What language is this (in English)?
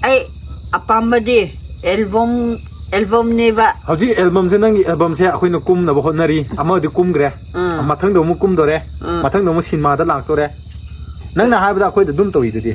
Manipuri